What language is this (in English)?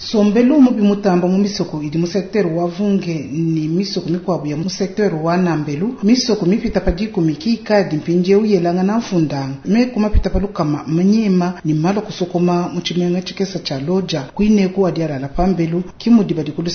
Luba-Lulua